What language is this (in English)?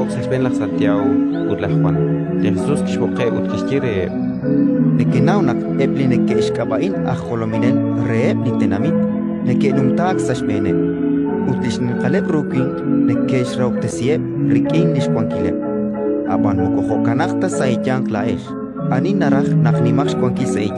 Kekchí